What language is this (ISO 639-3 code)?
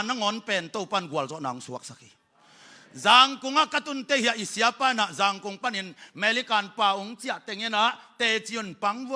ctd